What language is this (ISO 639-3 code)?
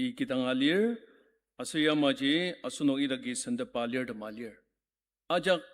njo